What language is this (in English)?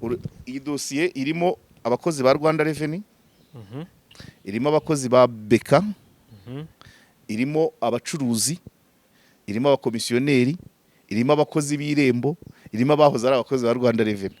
Kinyarwanda